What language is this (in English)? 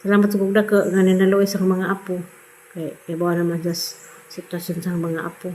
Cebuano